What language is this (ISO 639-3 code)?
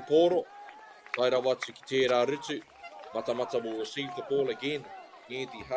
mri